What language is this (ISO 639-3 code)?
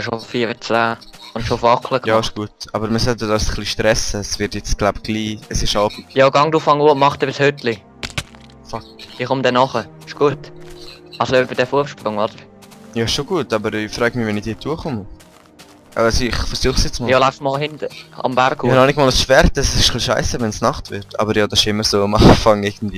gsw